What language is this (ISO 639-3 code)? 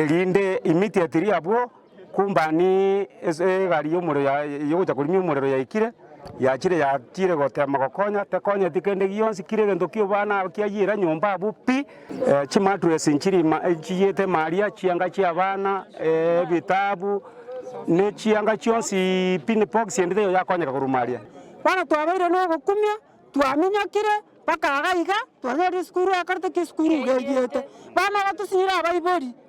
guz